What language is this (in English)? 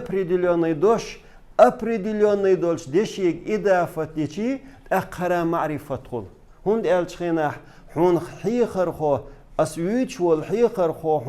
Chechen